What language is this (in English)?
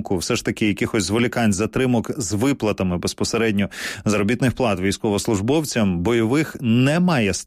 Ukrainian